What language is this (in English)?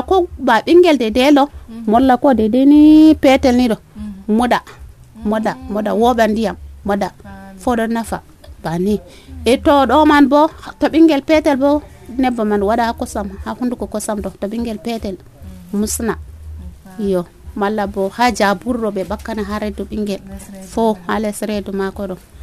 Nigerian Fulfulde